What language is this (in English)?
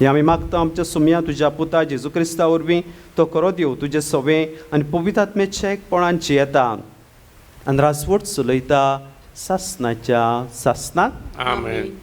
Konkani